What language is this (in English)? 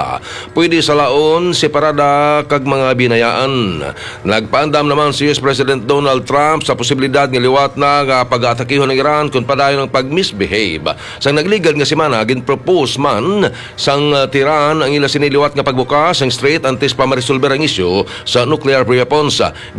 Hiligaynon